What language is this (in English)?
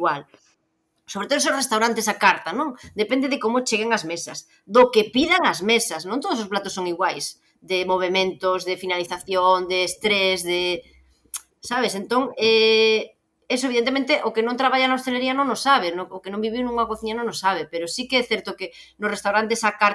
Galician